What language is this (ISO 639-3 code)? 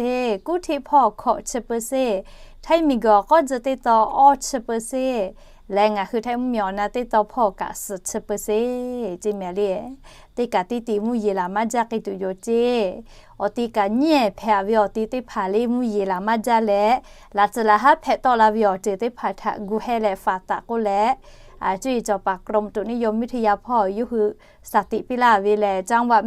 lhu